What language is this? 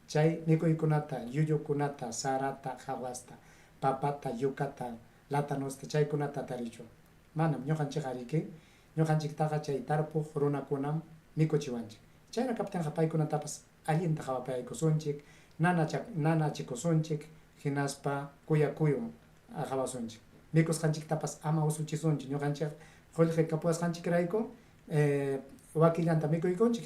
Ayacucho Quechua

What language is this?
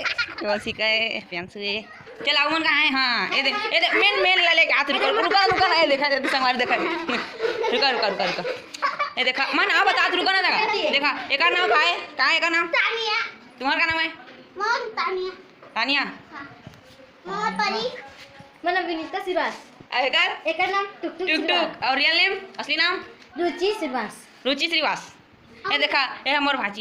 Chhattisgarhi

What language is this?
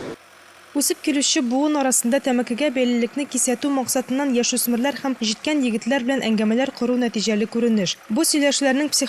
Tatar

